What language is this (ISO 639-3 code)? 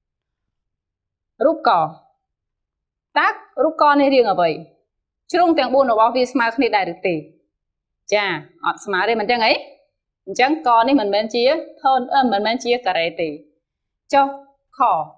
khm